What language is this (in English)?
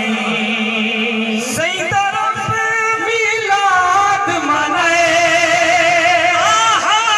Saraiki